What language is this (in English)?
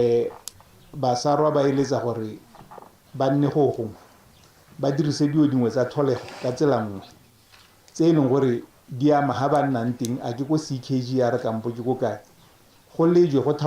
Tswana